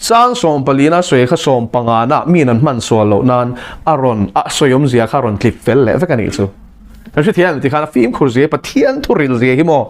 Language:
Mizo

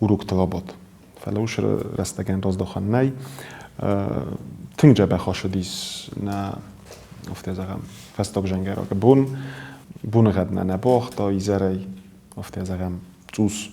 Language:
Ossetic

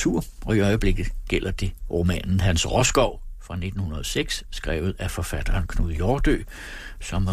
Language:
Danish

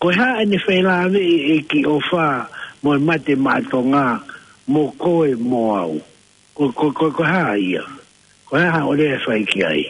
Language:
Tongan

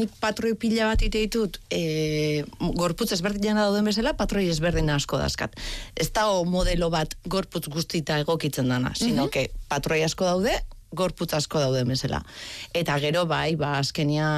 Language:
Basque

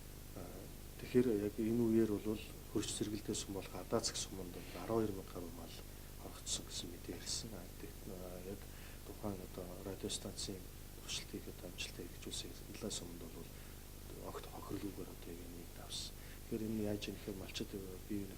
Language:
Mongolian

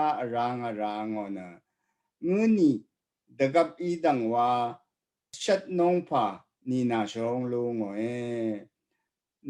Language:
Rawang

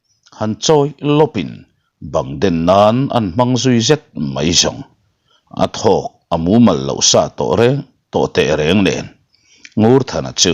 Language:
Mizo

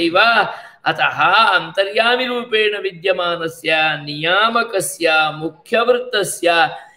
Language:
Sanskrit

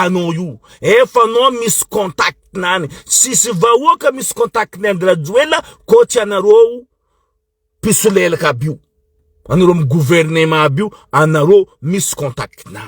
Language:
Malagasy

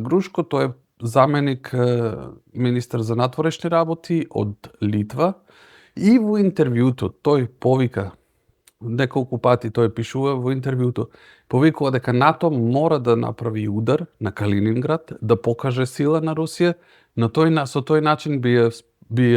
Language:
Macedonian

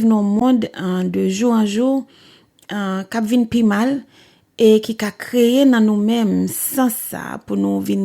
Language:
Haitian Creole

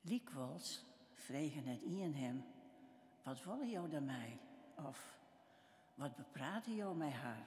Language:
Western Frisian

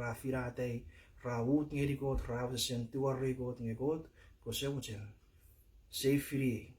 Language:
Chuukese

